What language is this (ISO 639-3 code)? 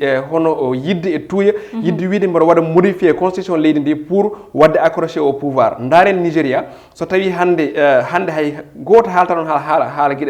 ful